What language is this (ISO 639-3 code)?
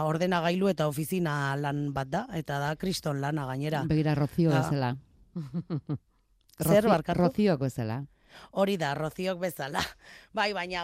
eus